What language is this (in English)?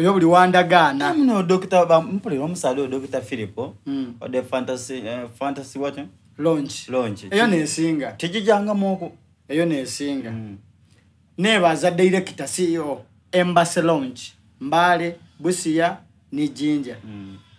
Soga